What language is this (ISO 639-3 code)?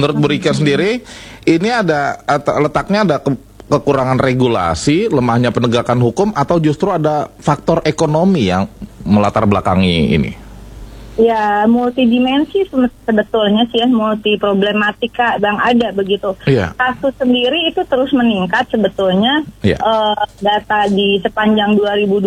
ind